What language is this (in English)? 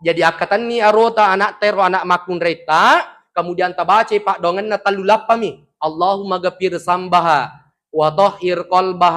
Buginese